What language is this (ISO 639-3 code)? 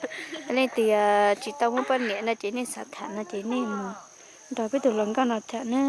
hmn